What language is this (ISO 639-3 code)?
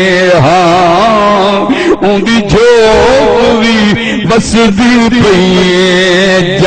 skr